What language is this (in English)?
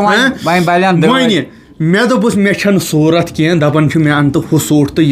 Kashmiri